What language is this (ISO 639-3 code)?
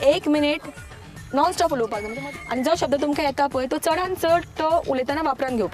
kok